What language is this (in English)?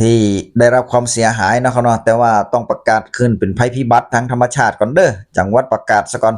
Northeastern Thai